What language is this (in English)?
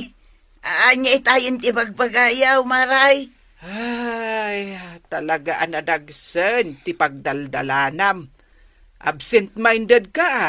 Iloko